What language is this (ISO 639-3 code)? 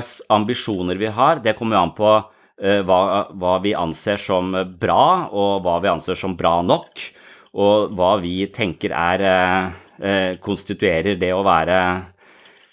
nor